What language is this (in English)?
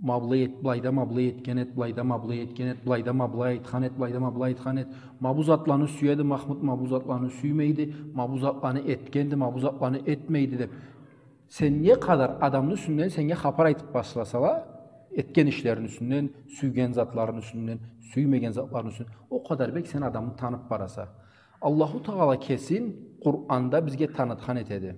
Karachay-Balkar